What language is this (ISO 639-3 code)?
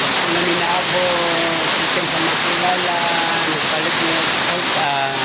ceb